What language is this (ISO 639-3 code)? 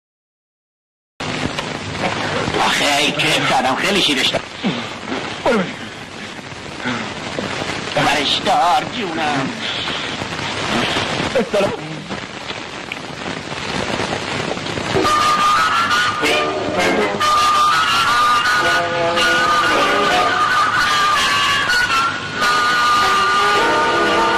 fas